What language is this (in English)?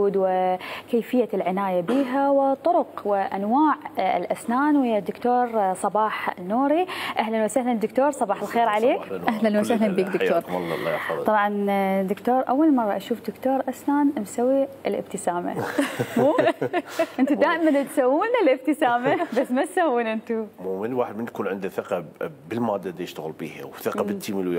Mesopotamian Arabic